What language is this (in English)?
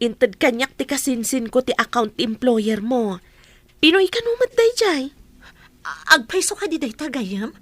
Iloko